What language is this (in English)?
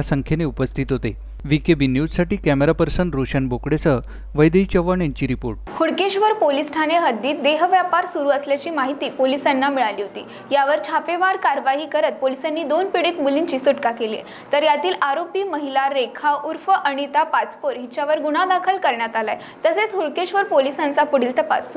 Marathi